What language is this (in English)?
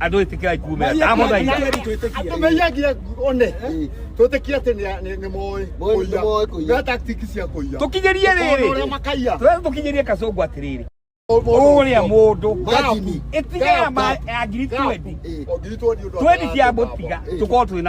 Kikuyu